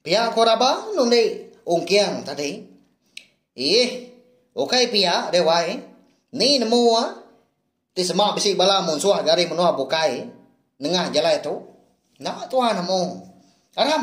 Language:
Iban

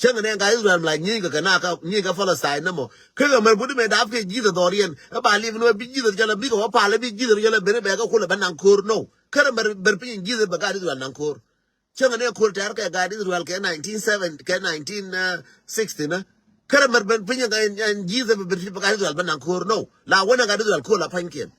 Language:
Nuer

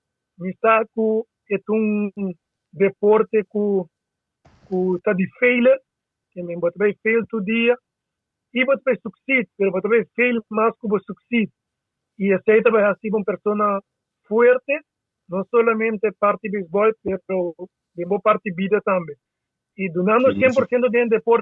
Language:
Papiamento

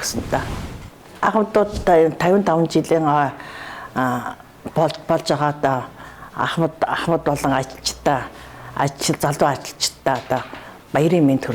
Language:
Mongolian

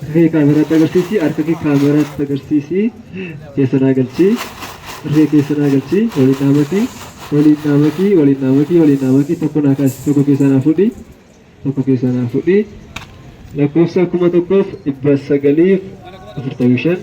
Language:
Oromo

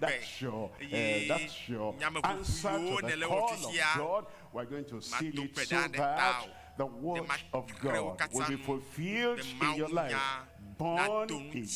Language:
Ewe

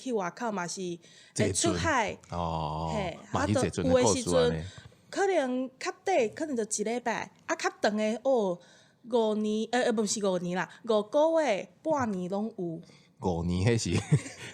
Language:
Min Nan Chinese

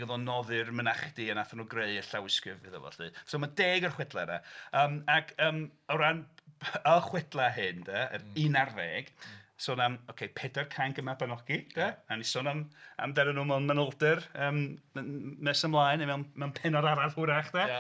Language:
Welsh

